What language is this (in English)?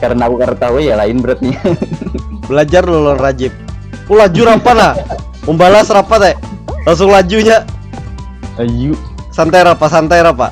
Banjar